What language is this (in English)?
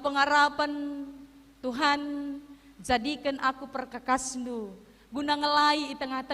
Batak Karo